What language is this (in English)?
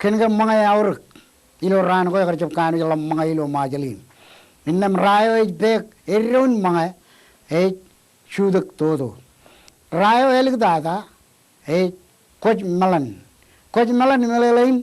Marshallese